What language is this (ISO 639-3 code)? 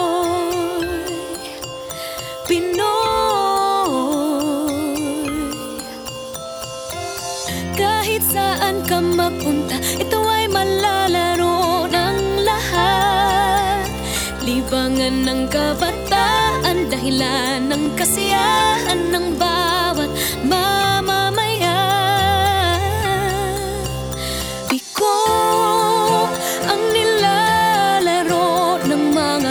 fil